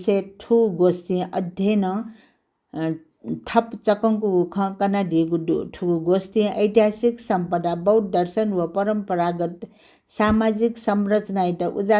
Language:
Newari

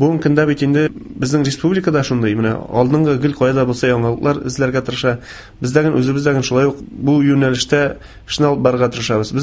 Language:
Tatar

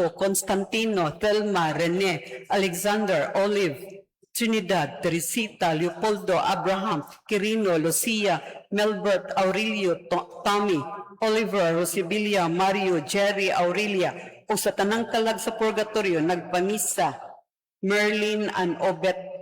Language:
Cebuano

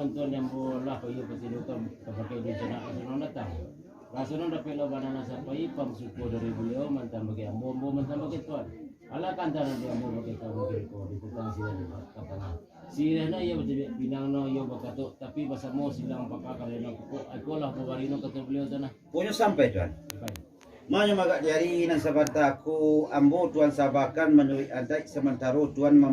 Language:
Minangkabau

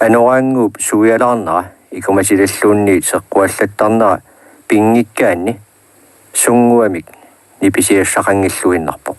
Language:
Kalaallisut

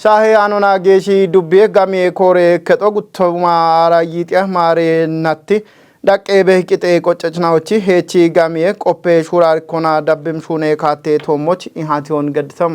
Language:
Kafa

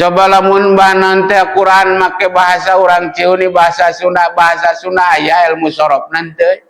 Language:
Sundanese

